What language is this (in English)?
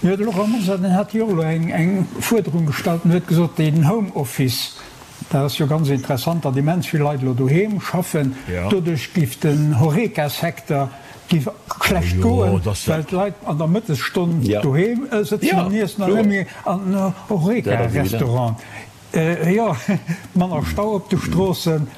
Luxembourgish